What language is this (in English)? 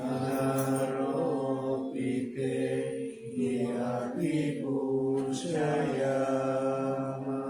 Pali